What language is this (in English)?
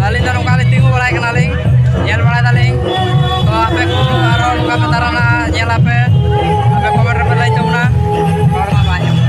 Santali